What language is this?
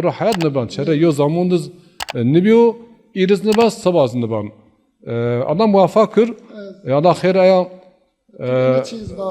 Zaza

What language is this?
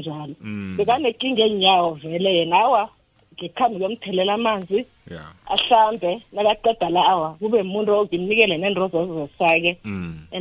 South Ndebele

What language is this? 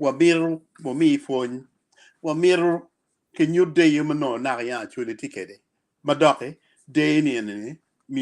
Acoli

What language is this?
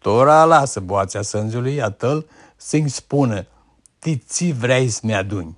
Aromanian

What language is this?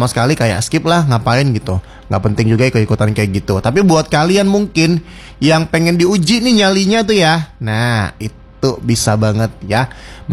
Indonesian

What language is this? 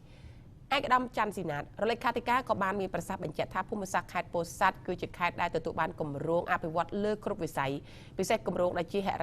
Khmer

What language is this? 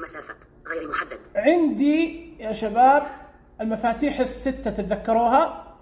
Najdi Arabic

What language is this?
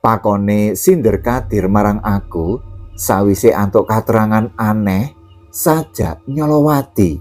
Javanese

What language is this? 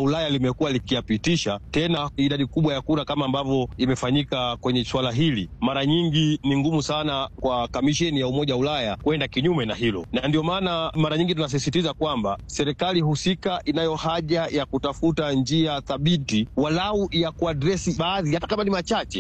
Swahili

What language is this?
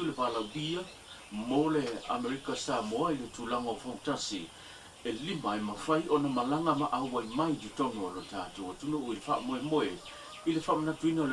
Samoan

